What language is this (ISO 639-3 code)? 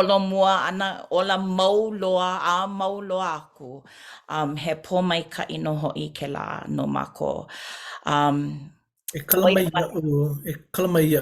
haw